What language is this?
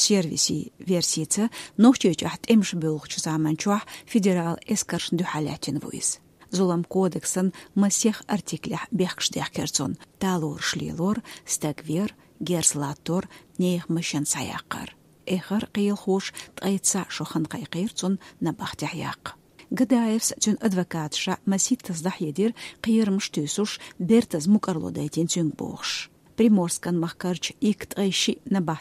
Chechen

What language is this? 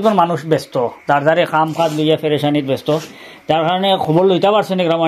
Sylheti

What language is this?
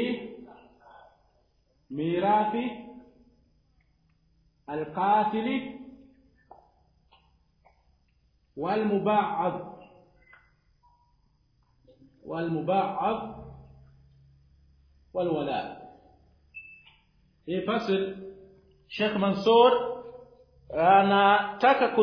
Swahili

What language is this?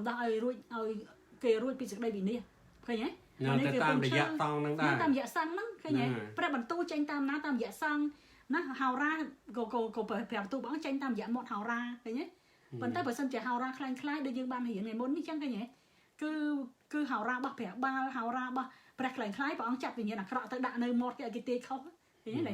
Khmer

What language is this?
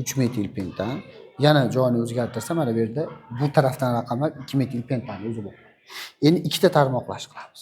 Uzbek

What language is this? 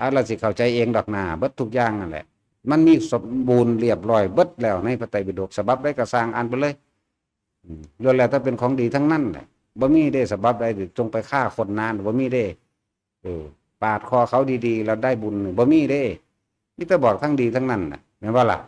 Northeastern Thai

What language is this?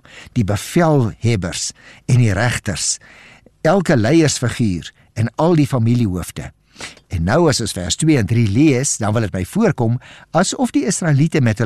Afrikaans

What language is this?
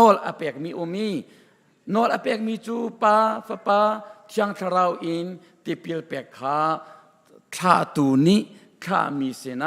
Hakha Chin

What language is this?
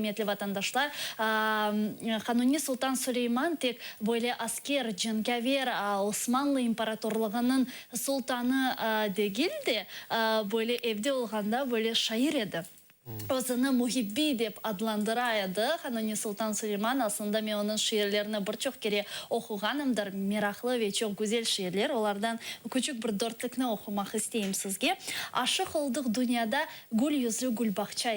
Crimean Tatar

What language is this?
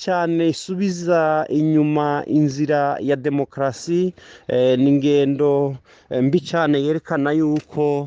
Rundi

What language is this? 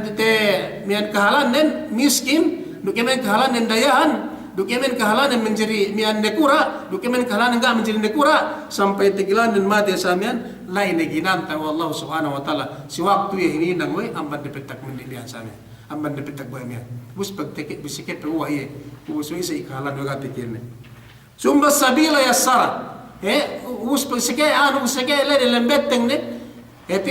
Yakan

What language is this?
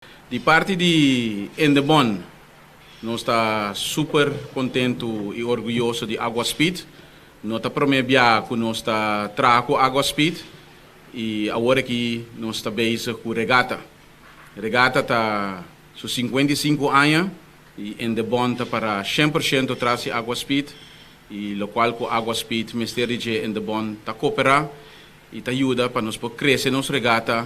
Papiamento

